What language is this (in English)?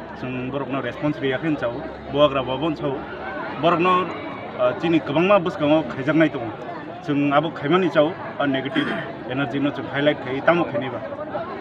Kok Borok